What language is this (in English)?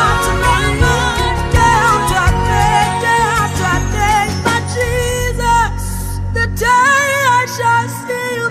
Ewe